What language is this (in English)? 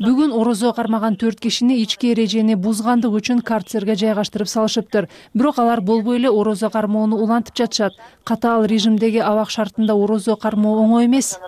Kyrgyz